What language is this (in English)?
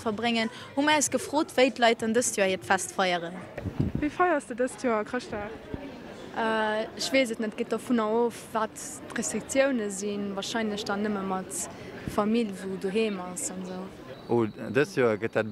Luxembourgish